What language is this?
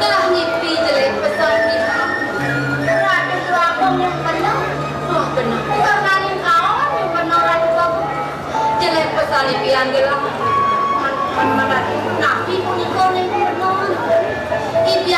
Balinese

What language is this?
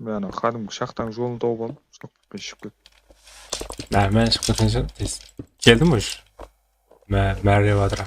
Kara-Kalpak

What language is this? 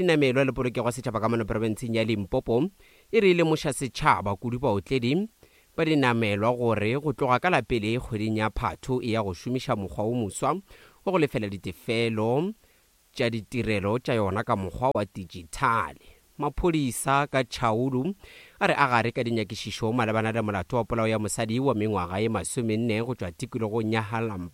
Northern Sotho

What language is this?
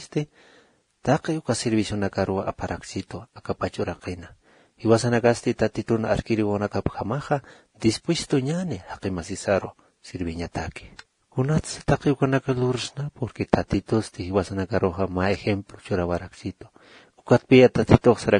Aymara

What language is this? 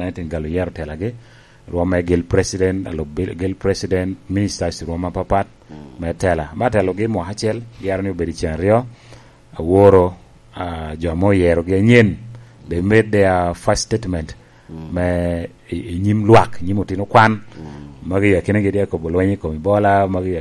Lango (Uganda)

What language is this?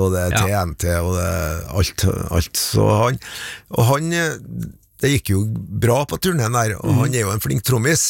Norwegian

